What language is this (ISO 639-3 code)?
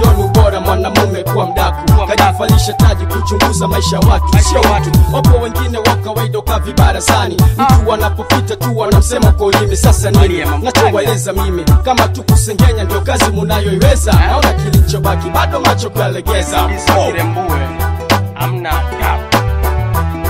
swa